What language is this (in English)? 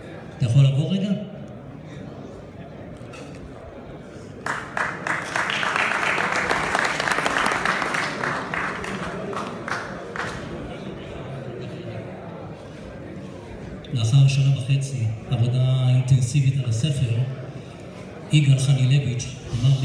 Hebrew